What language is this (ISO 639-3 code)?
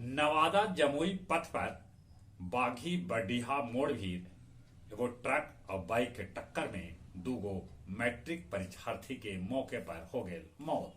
mag